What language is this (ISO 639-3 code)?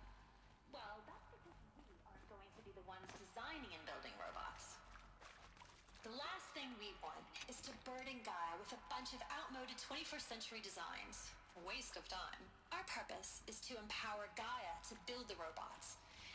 eng